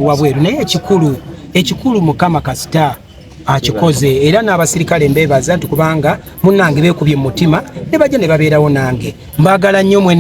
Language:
Ganda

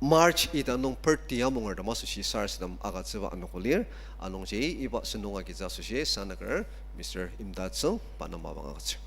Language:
Ao Naga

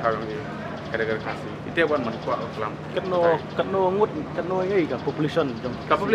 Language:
Pnar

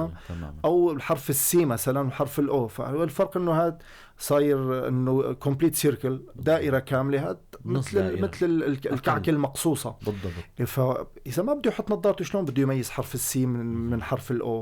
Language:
North Levantine Arabic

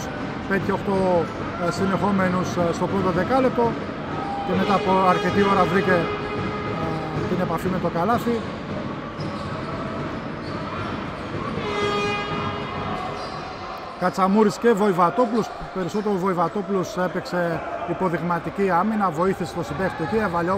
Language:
Greek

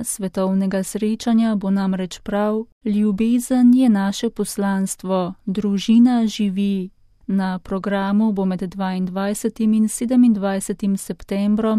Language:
Slovenian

